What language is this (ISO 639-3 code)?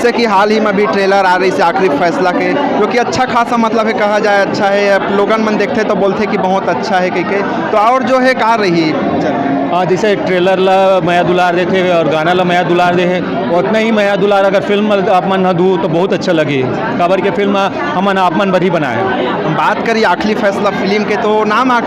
hne